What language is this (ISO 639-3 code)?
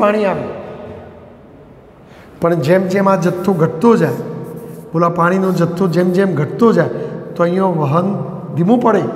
guj